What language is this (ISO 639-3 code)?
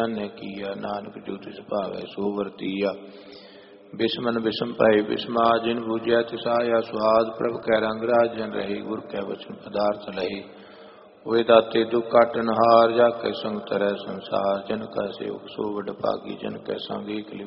pan